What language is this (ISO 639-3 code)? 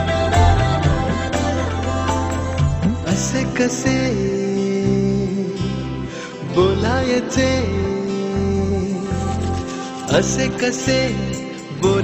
mar